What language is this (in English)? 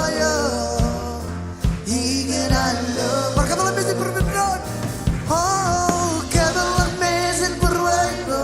Marshallese